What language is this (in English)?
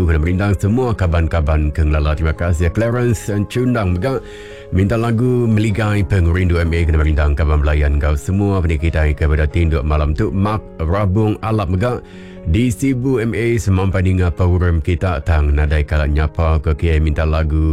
Iban